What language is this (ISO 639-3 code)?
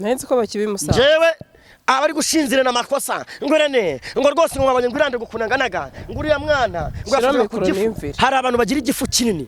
kin